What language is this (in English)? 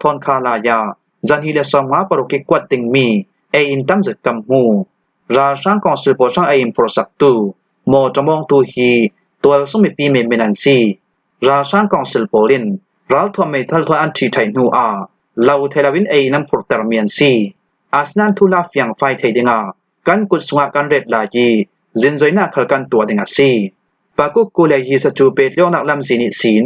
Falam Chin